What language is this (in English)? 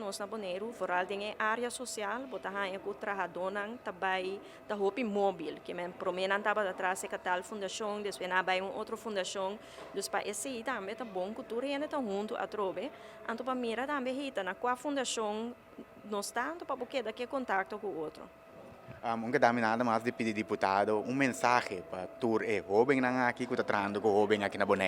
Papiamento